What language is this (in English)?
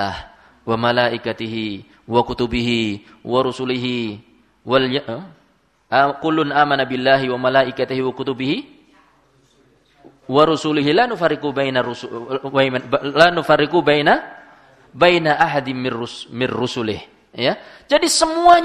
Indonesian